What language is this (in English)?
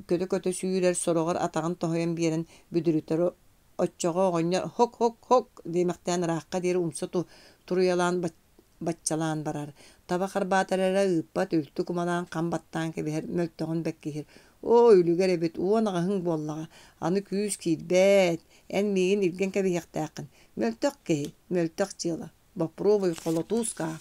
Yakut